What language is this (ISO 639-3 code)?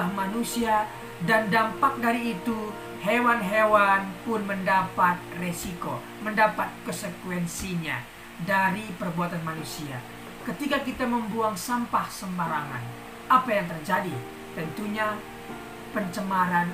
ind